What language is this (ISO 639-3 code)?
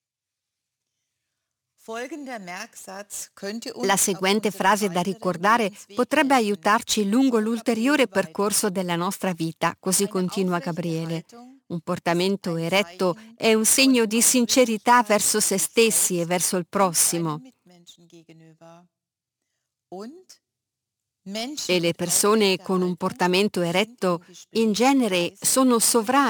ita